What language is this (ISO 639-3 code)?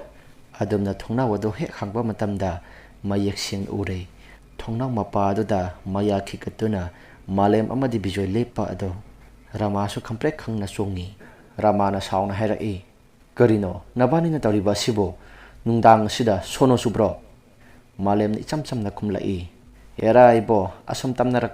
mni